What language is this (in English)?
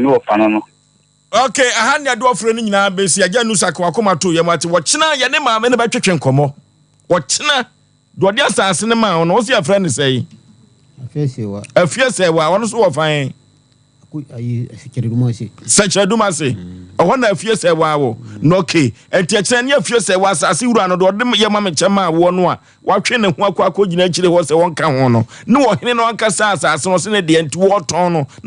Akan